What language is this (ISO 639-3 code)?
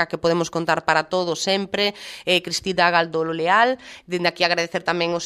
glg